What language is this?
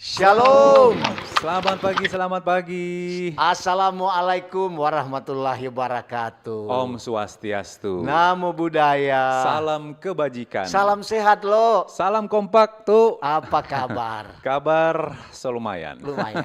Manado Malay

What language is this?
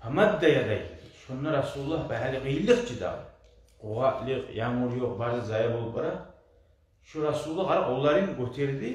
Kumyk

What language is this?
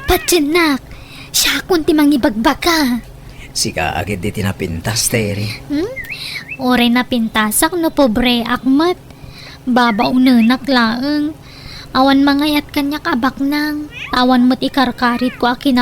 Iloko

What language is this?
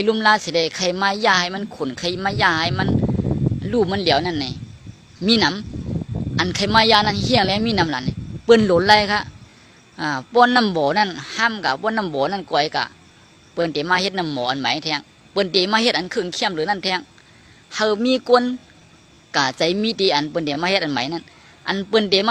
Shan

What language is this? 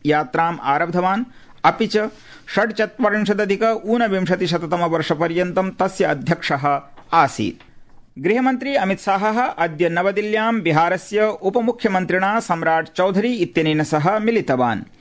Sanskrit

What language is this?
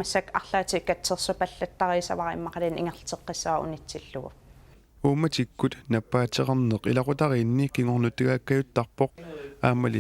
Kalaallisut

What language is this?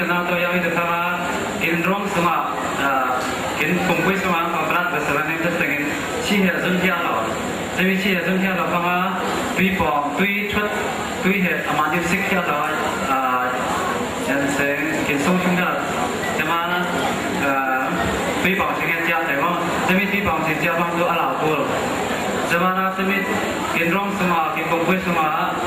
Falam Chin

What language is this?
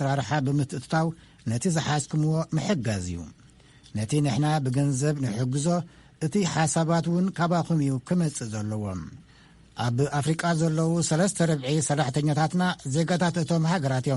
Tigrinya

